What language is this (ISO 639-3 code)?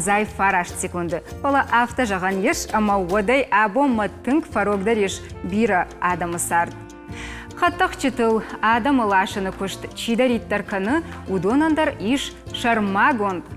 oss